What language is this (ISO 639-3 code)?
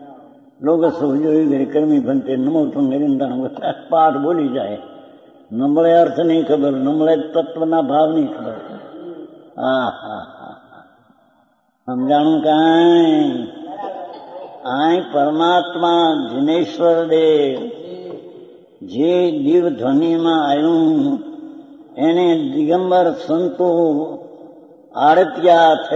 guj